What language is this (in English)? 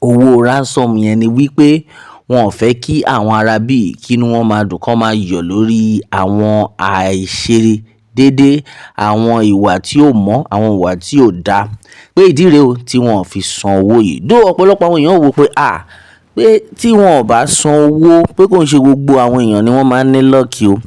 Yoruba